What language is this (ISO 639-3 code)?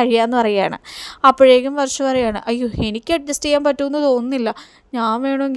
mal